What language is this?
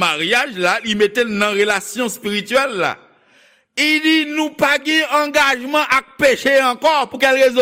Haitian Creole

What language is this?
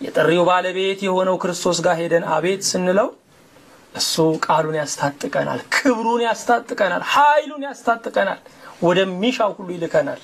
Amharic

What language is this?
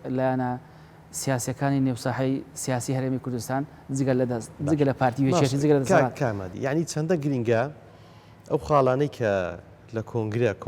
Central Kurdish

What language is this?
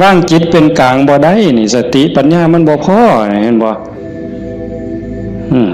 Northeastern Thai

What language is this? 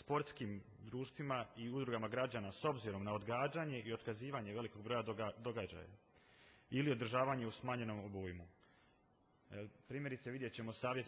Croatian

